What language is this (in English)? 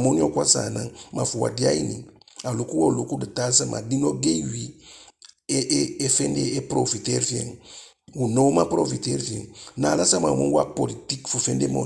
Eastern Maroon Creole